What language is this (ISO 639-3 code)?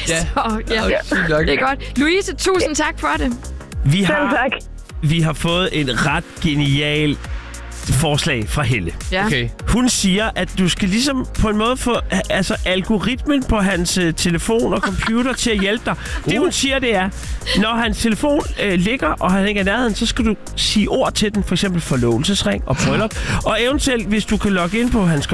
dan